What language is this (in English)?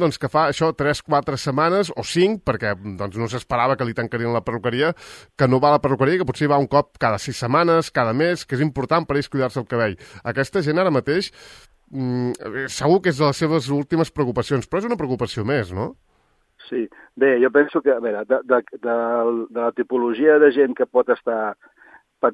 Catalan